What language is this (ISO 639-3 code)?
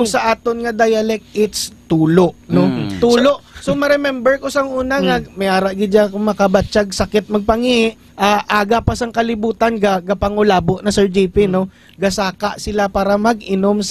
hil